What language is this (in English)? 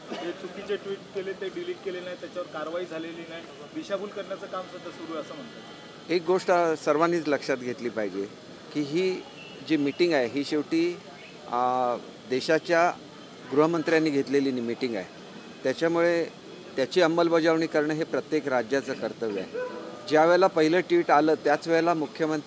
Marathi